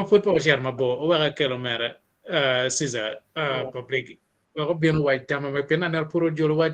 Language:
Acoli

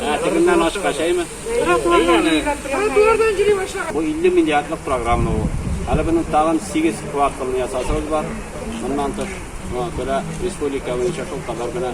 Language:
Tatar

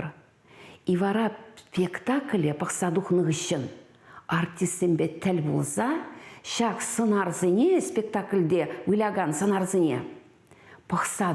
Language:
Chuvash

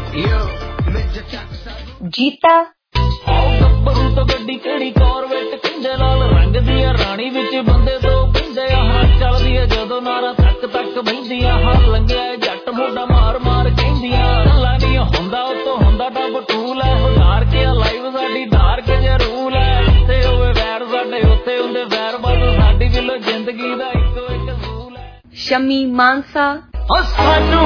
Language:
Punjabi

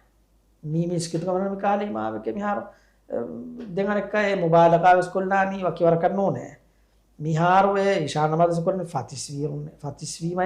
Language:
Divehi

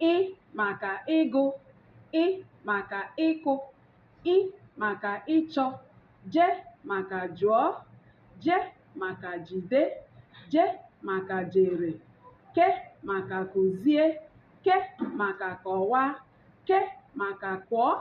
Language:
Igbo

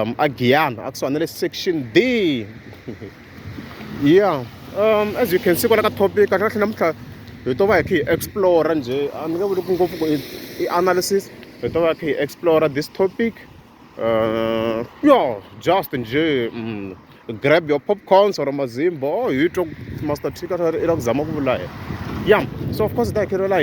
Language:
Tsonga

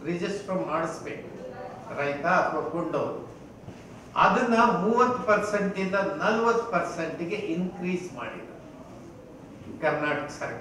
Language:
Kannada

